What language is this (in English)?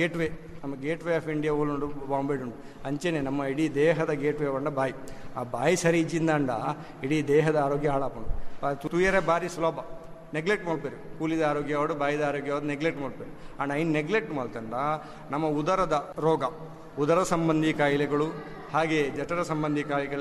Tulu